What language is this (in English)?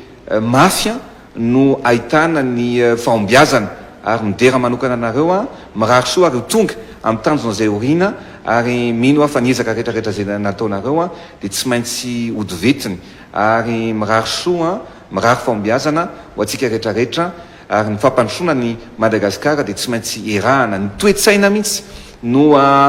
Malagasy